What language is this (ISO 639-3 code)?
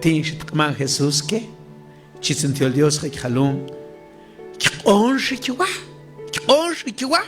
mam